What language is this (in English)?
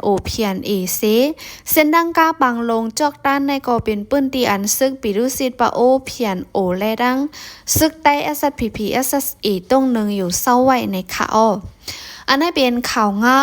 Shan